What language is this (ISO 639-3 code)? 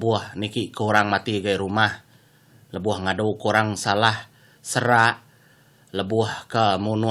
iba